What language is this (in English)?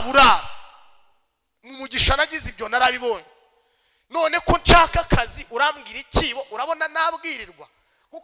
Kinyarwanda